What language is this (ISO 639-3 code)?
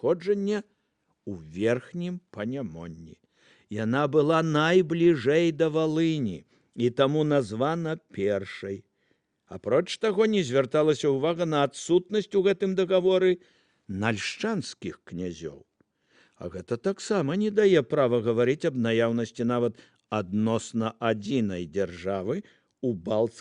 bel